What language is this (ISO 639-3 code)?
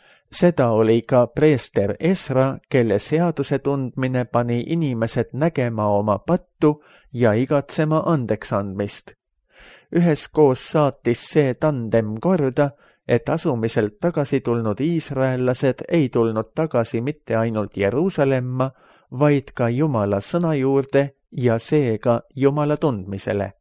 est